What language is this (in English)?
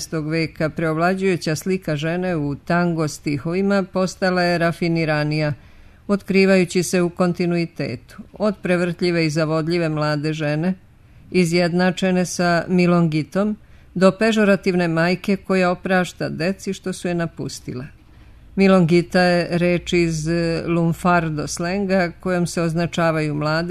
Serbian